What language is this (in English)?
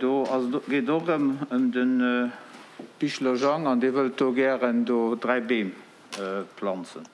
Luxembourgish